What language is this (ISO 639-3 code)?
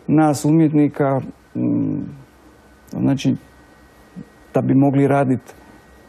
hrv